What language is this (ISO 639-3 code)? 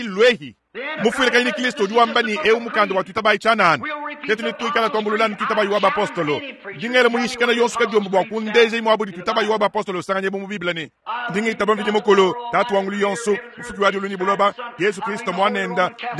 lua